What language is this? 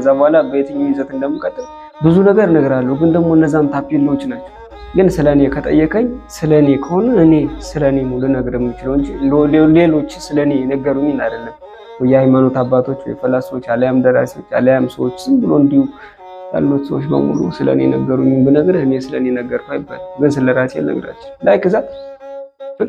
Amharic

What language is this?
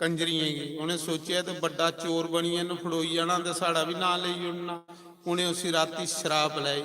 Dogri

